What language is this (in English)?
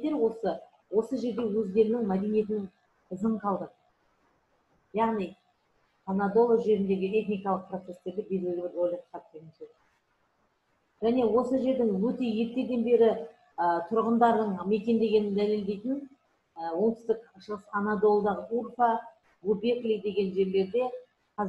Kazakh